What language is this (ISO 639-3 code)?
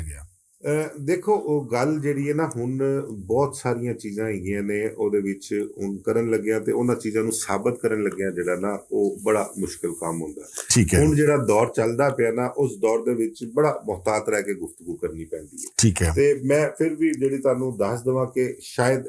lah